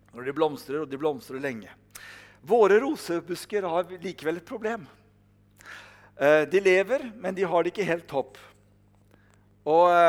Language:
Norwegian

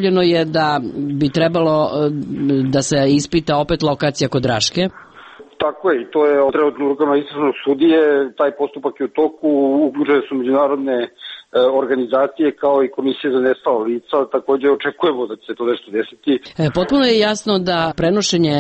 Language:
Serbian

